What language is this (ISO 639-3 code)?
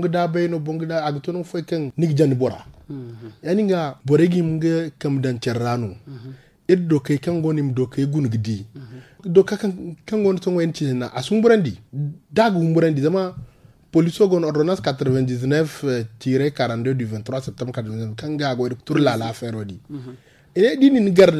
dje